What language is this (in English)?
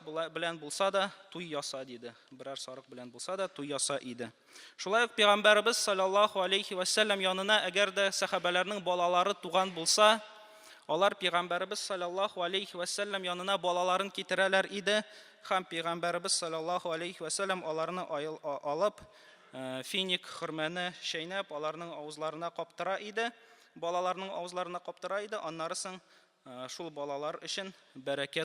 Tatar